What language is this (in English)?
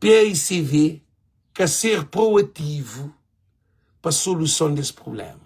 Kabuverdianu